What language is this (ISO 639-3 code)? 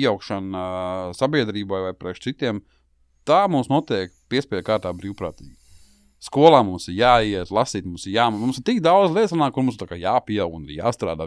lav